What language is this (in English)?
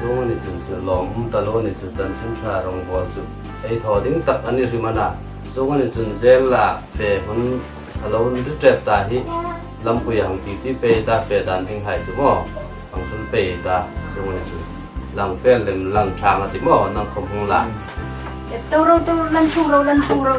Hmar